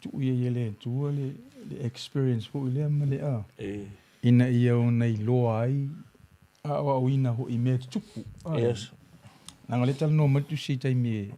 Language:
Samoan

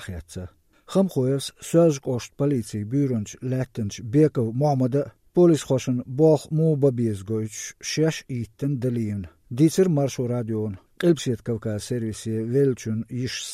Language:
Latvian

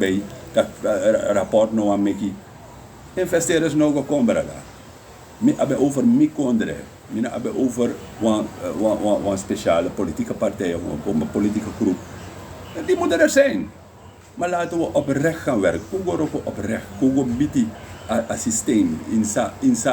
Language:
Sranan Tongo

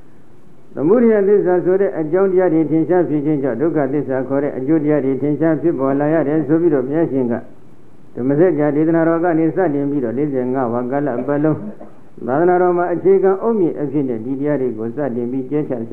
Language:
Burmese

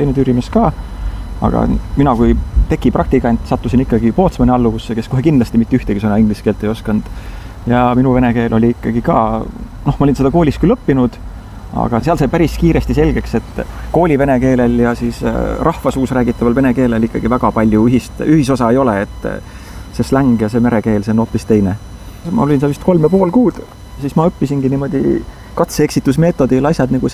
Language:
Estonian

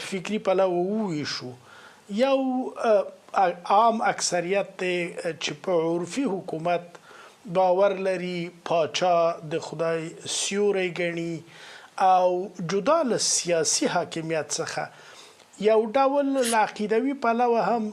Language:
Pashto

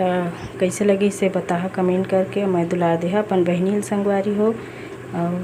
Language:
Chhattisgarhi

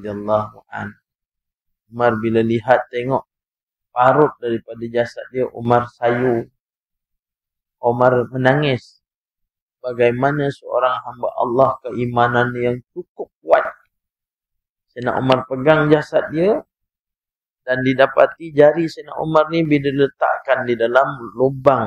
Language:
Malay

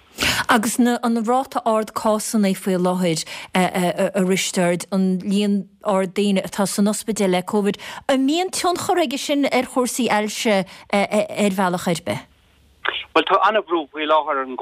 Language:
Irish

